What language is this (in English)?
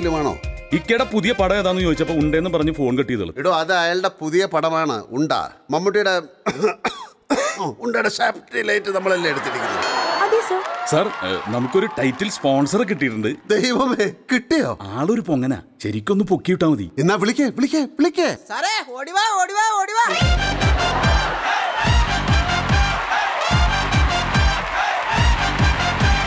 Malayalam